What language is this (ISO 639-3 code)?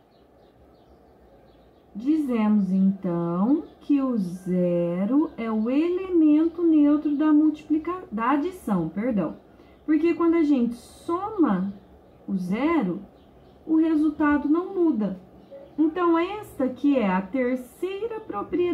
por